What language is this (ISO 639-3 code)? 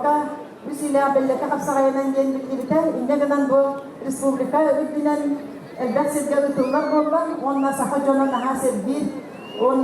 sah